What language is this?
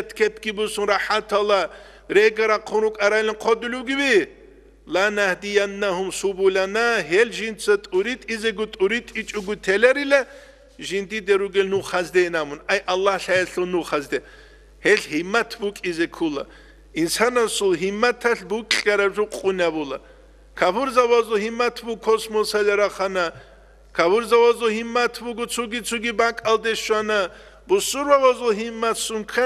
Avaric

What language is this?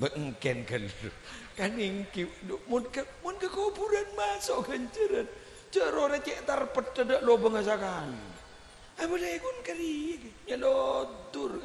Madurese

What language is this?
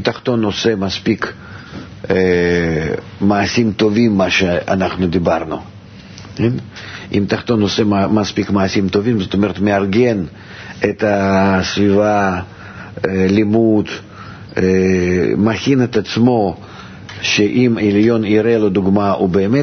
Hebrew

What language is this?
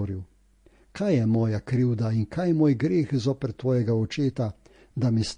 Slovenian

